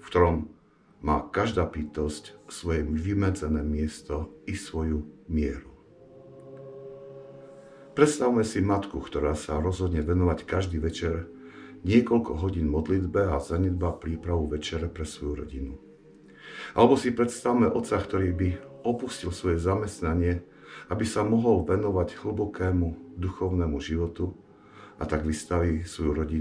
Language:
Slovak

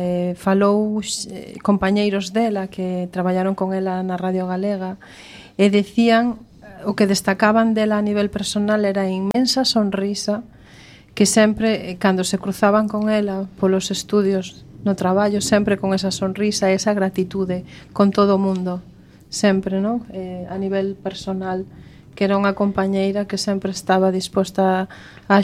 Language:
Galician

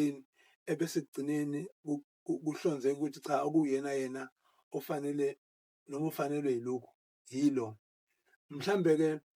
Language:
Zulu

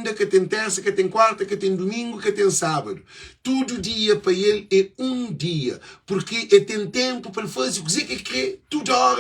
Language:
Kabuverdianu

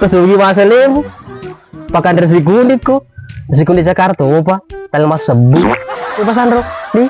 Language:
Buginese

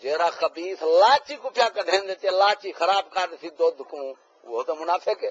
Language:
Saraiki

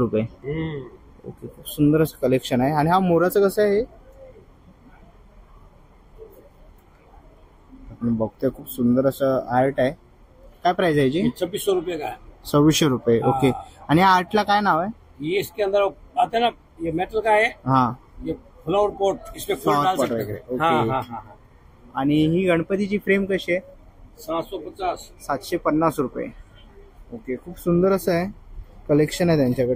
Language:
Marathi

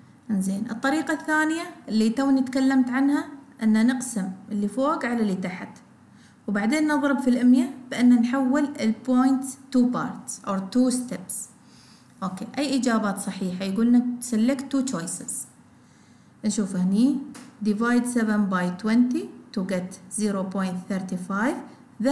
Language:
Gulf Arabic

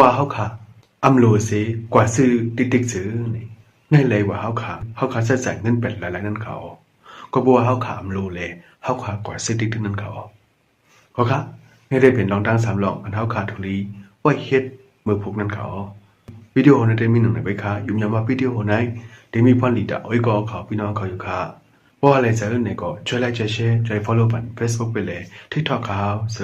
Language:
Shan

